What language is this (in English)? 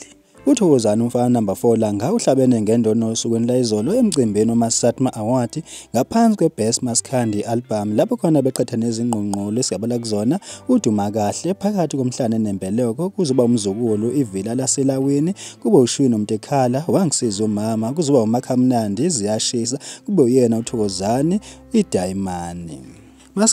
Zulu